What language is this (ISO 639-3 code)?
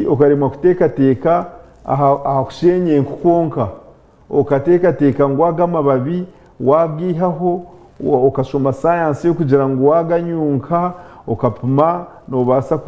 nyn